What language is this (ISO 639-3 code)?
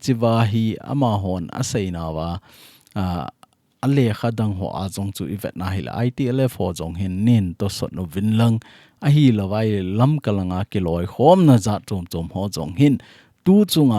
tcz